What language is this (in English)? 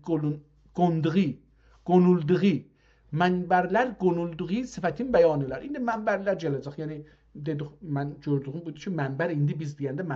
South Azerbaijani